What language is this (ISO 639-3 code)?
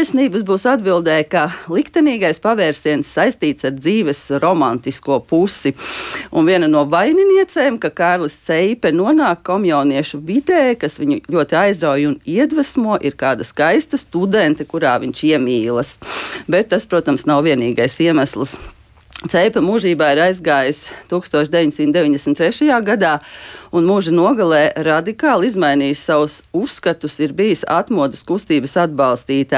lav